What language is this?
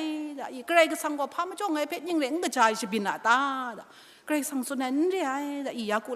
Kachin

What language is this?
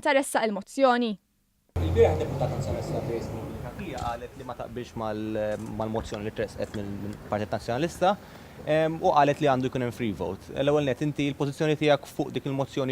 Maltese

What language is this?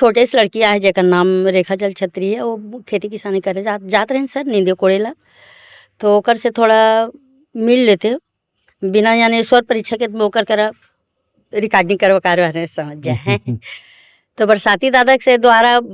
Chhattisgarhi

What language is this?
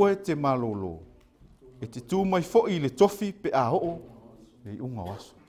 Samoan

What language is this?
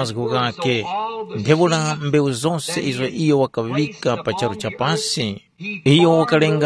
Tumbuka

